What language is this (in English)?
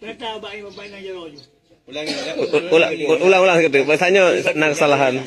Achinese